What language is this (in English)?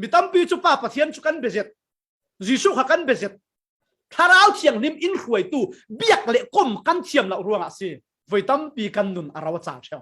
Falam Chin